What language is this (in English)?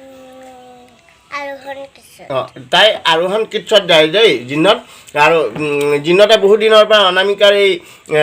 Assamese